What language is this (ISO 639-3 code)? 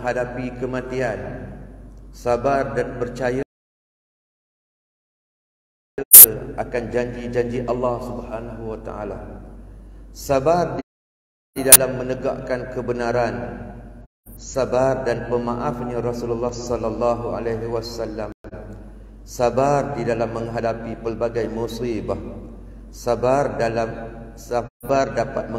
msa